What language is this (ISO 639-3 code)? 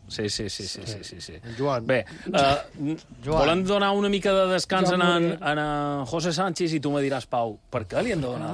cat